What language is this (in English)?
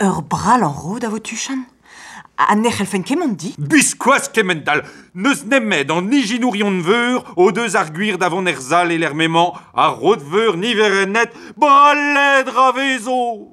Breton